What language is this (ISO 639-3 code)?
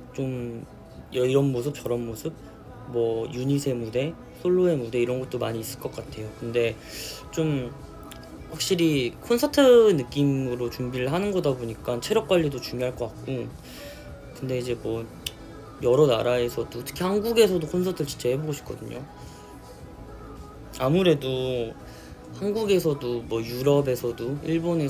kor